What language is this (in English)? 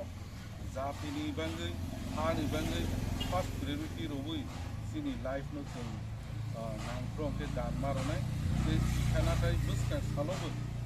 Kok Borok